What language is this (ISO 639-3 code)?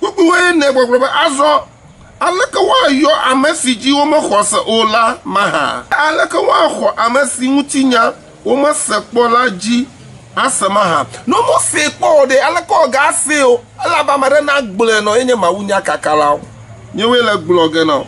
ewe